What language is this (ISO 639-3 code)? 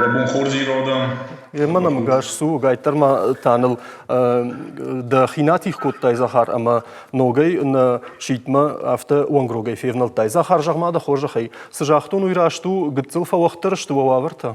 oss